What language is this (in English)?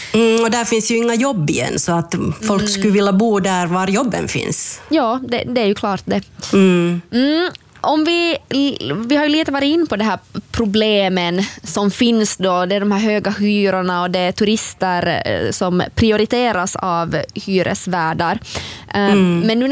Swedish